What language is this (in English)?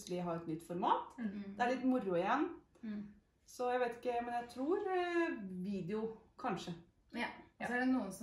Norwegian